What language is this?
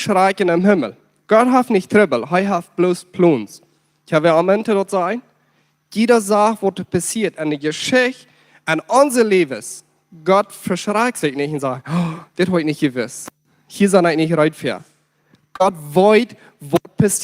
Plautdietsch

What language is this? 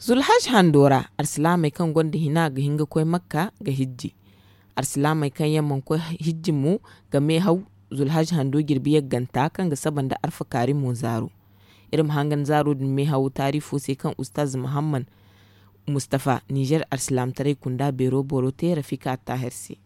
Zarma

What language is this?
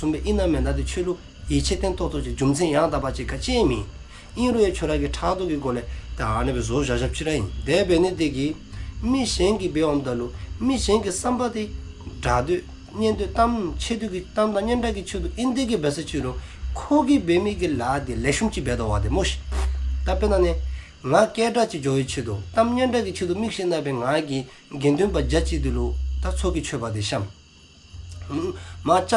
Dzongkha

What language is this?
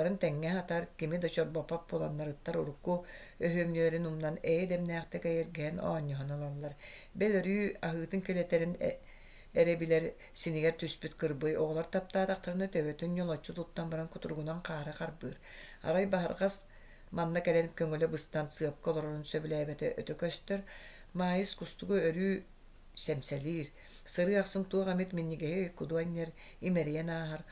Yakut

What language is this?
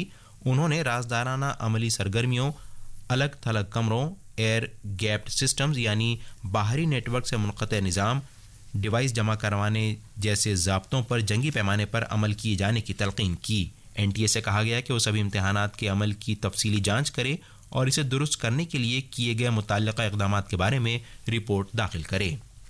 Urdu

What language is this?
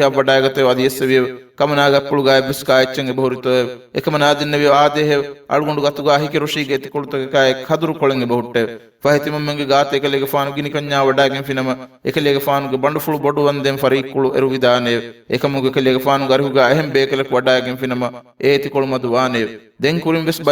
Divehi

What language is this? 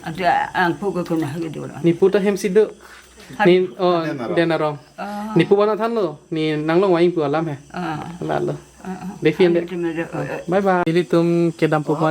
Karbi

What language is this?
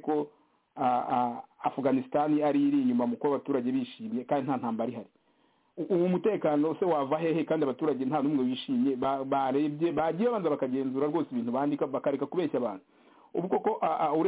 Kinyarwanda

